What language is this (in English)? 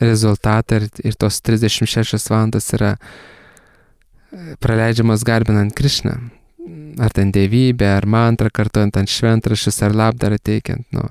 Lithuanian